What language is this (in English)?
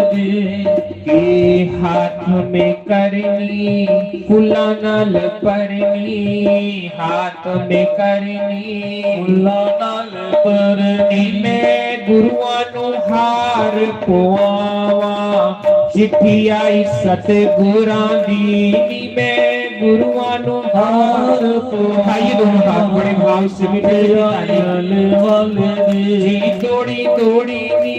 Dogri